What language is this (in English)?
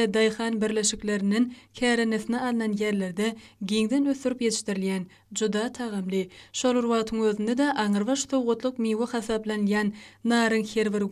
Turkmen